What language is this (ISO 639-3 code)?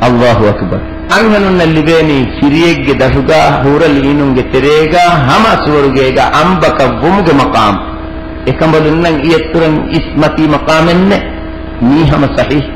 div